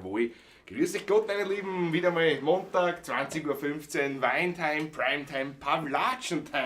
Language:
Bavarian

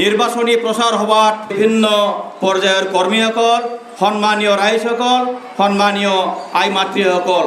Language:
Assamese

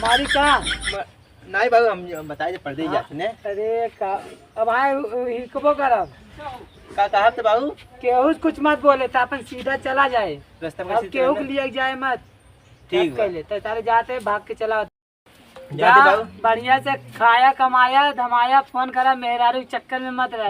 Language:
Awadhi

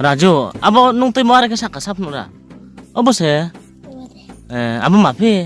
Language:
Riang (India)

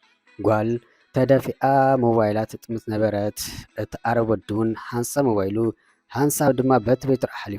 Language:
Tigrinya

